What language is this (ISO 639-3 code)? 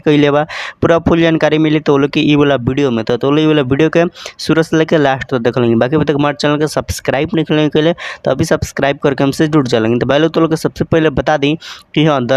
bho